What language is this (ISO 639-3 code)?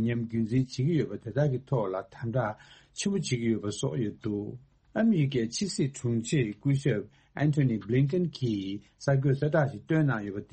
bod